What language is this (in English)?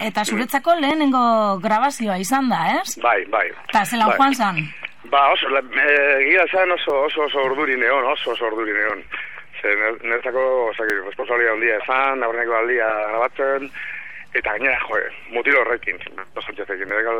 Basque